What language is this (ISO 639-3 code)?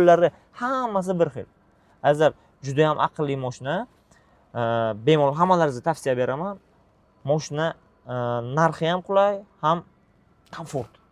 uzb